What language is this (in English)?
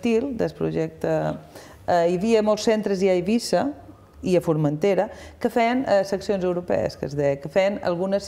Catalan